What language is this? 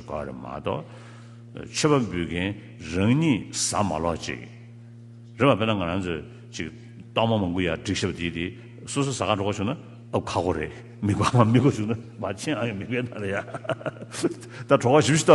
Tibetan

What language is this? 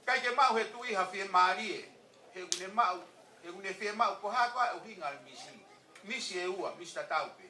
Tongan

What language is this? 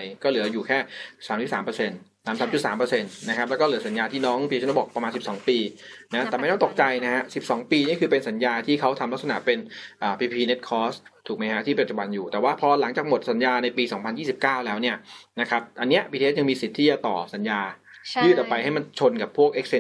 Thai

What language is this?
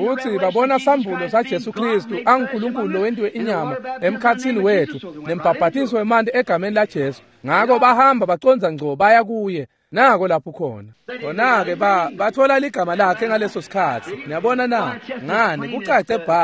Swati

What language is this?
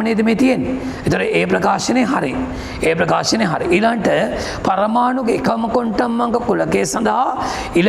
Sinhala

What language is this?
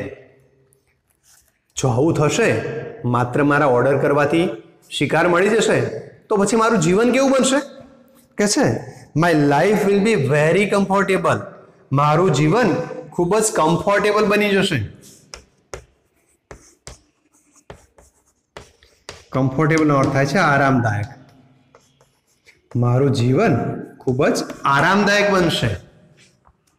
Gujarati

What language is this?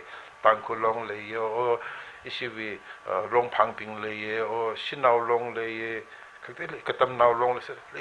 Tangkhul Naga (India)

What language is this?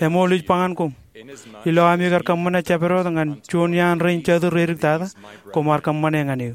Marshallese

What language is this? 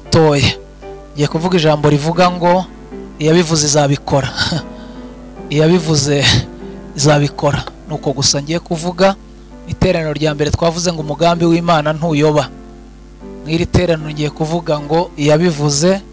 Kinyarwanda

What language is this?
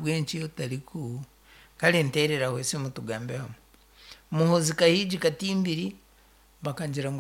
Nyankole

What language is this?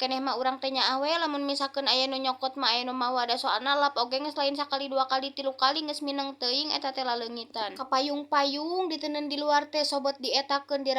Sundanese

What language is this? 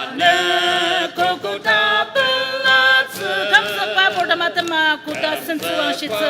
Ao Naga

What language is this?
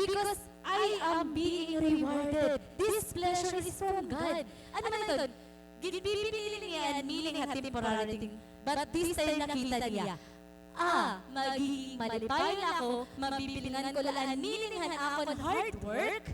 Waray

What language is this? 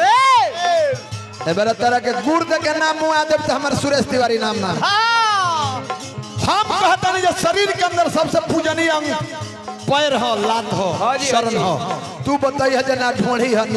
Bhojpuri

